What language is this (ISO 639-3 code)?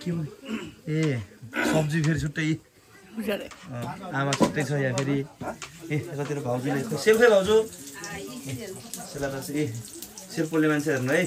nep